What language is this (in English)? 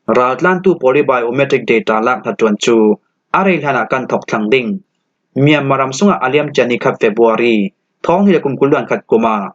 Falam Chin